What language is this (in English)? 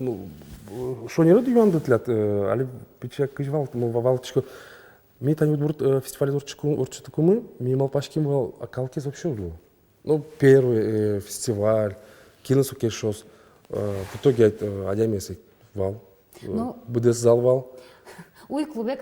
Udmurt